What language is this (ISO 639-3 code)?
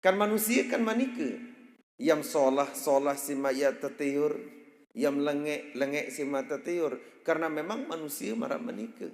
sas